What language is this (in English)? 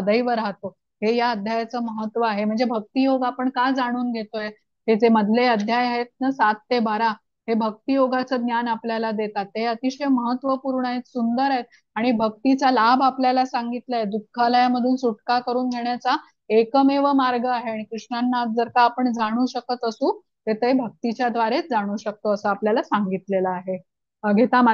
Marathi